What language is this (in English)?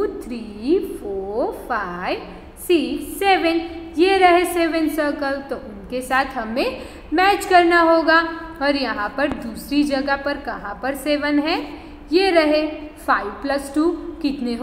Hindi